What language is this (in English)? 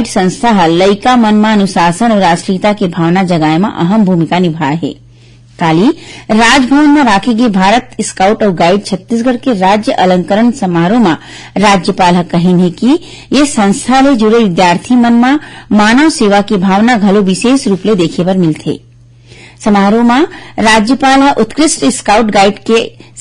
Chhattisgarhi